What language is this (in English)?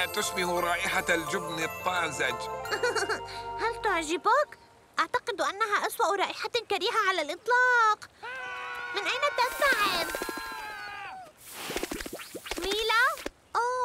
Arabic